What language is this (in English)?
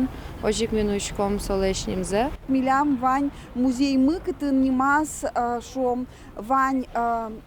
Udmurt